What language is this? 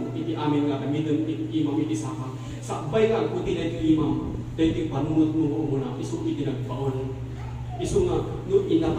Iloko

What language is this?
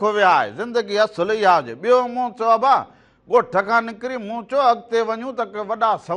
Sindhi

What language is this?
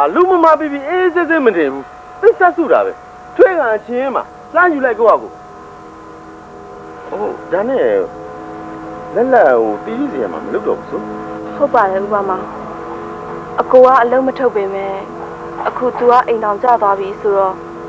Burmese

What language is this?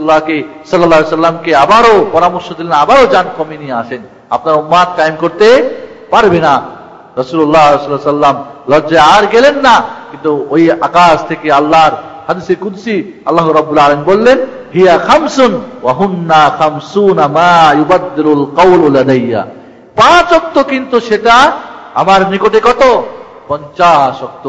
Bangla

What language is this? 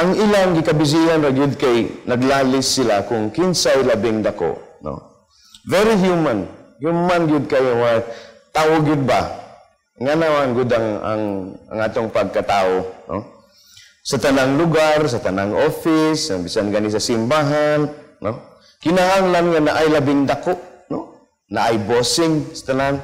Cebuano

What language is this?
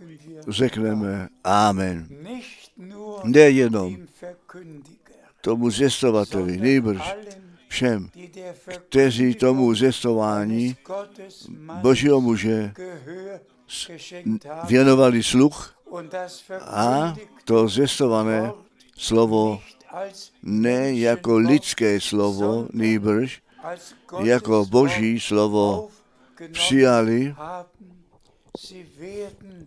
Czech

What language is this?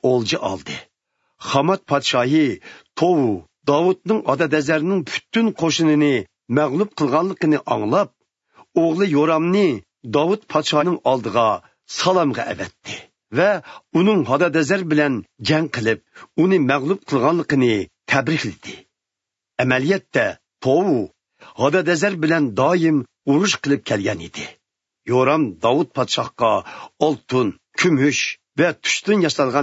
Uyghur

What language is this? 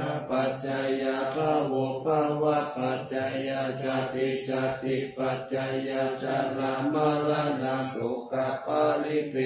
Pali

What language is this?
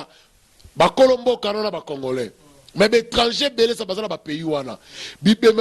Lingala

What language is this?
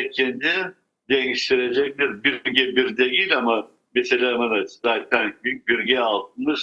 Crimean Tatar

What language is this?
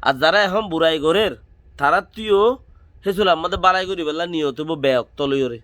Rohingya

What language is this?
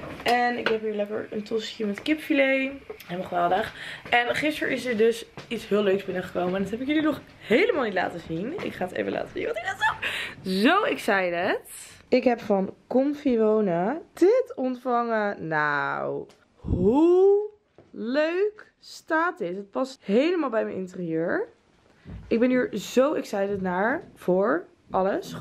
Dutch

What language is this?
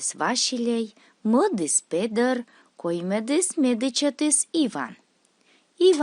Komi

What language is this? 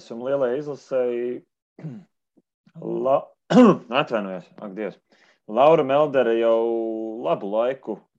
Latvian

